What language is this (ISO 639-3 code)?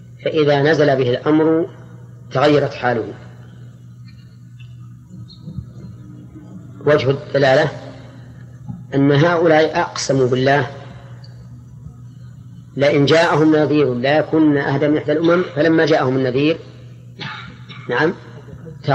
ara